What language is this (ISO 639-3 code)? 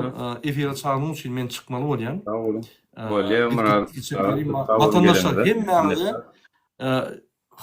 tuk